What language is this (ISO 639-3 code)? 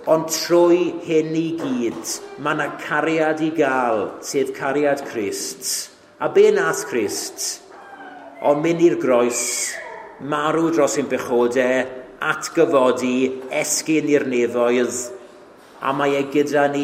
cym